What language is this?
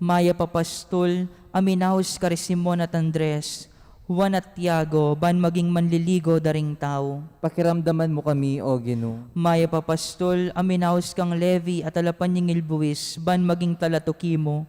Pampanga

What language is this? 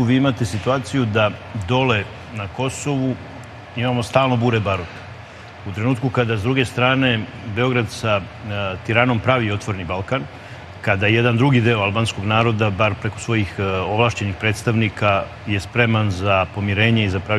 Serbian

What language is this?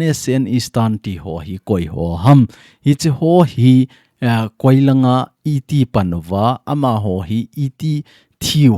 Thado Chin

